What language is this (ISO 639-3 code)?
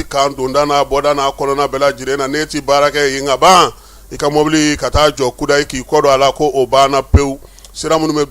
bam